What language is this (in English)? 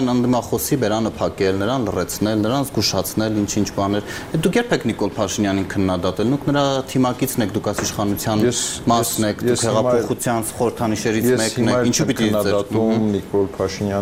Armenian